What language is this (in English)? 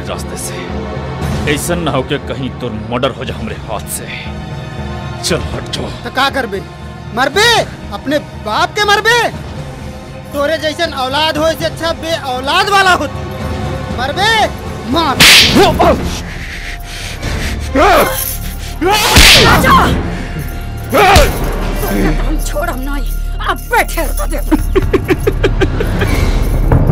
Bhojpuri